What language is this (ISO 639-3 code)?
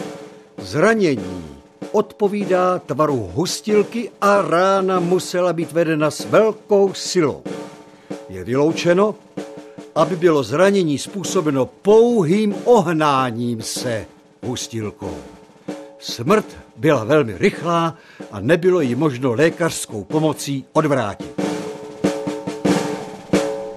ces